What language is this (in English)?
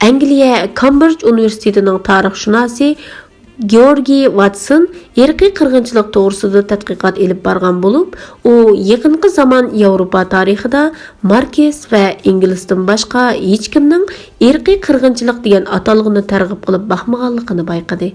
Uyghur